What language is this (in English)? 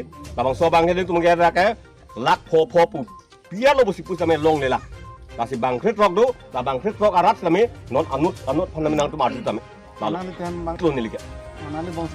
Karbi